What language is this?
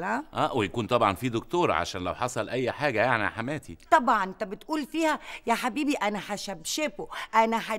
Egyptian Arabic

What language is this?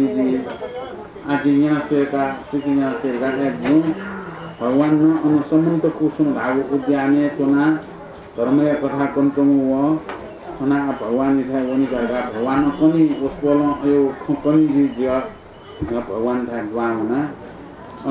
Newari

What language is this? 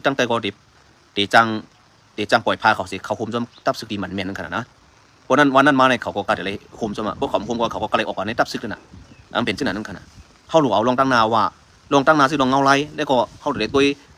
Shan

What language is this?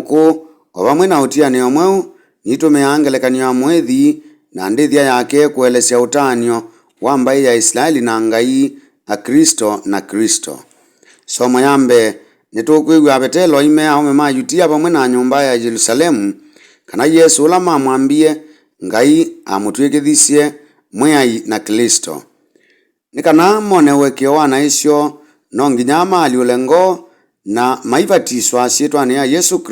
Kamba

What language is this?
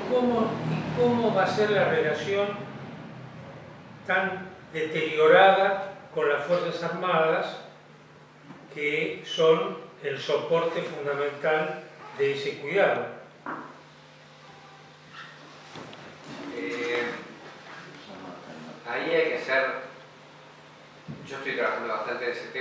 Spanish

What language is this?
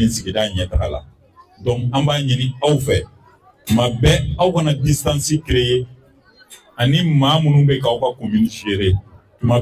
Bambara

